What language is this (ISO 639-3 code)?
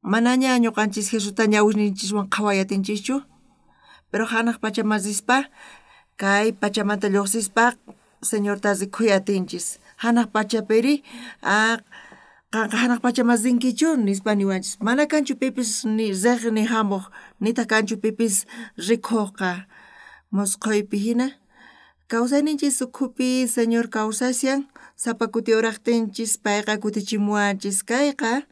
quh